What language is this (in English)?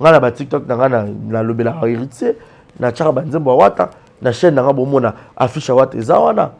Lingala